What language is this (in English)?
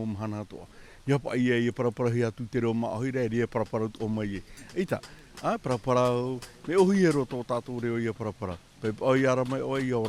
Tahitian